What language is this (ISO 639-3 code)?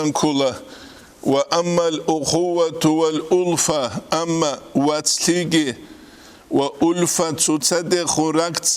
ava